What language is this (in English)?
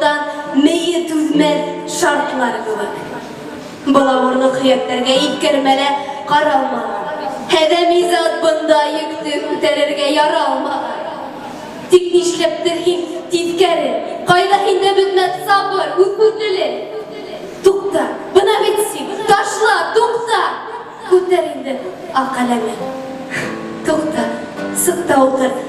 Bashkir